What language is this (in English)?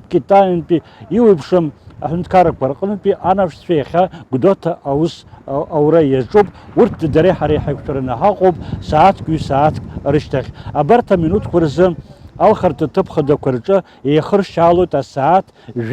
Abkhazian